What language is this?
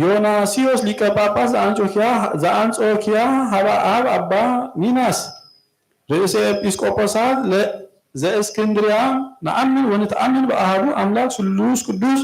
Geez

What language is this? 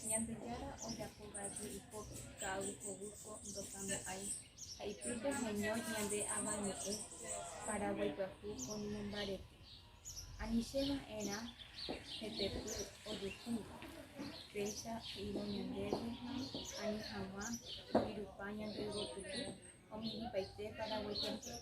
Guarani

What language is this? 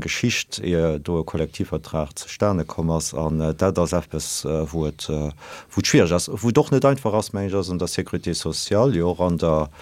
Luxembourgish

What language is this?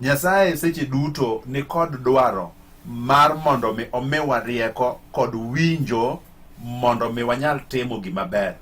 Luo (Kenya and Tanzania)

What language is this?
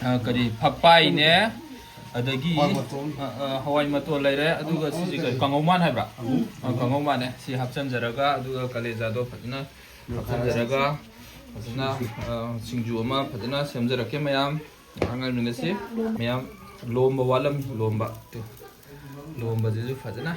Manipuri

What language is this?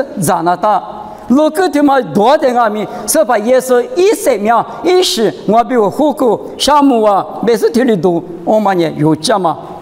Lisu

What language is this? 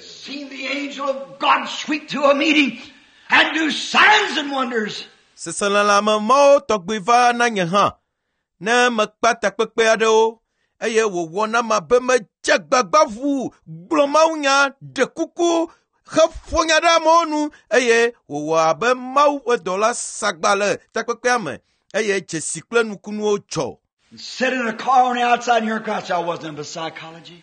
Ewe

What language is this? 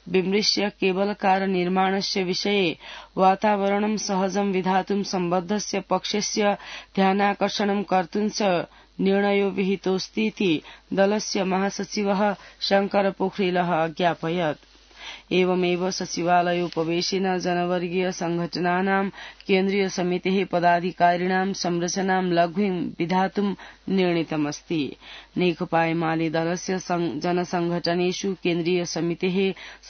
Sanskrit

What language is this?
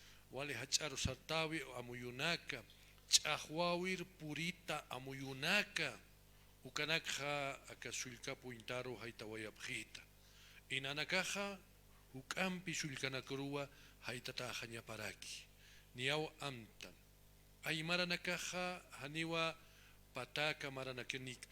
Aymara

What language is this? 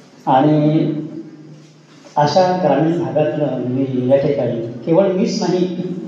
Marathi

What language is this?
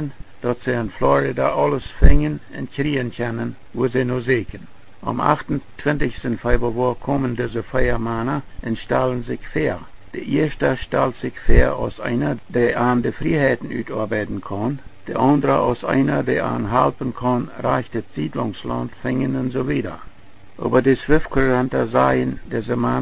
Plautdietsch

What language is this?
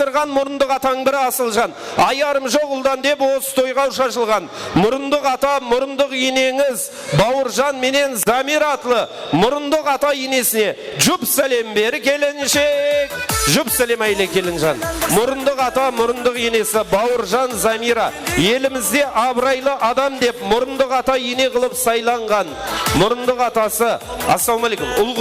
Kara-Kalpak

